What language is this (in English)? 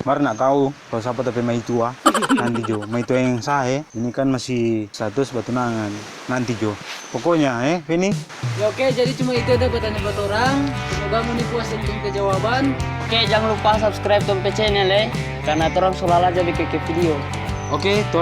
Manado Malay